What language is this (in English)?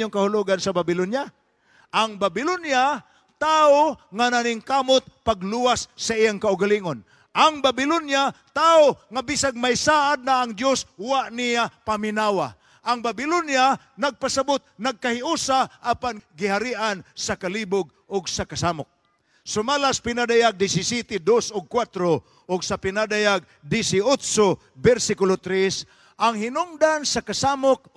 Cebuano